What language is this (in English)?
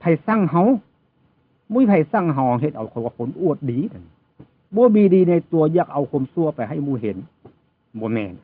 Northeastern Thai